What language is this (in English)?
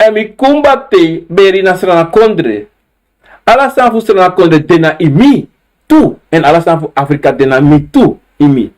Sranan Tongo